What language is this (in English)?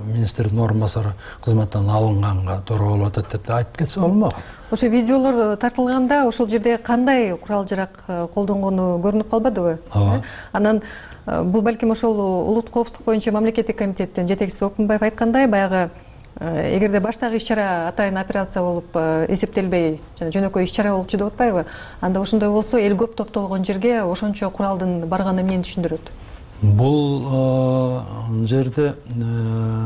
Kyrgyz